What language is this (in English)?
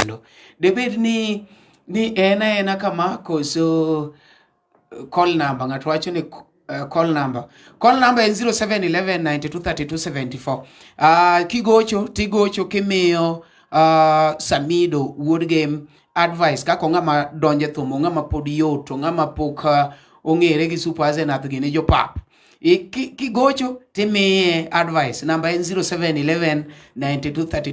Luo (Kenya and Tanzania)